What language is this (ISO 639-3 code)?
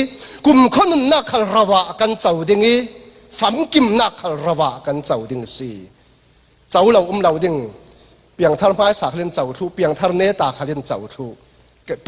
cfm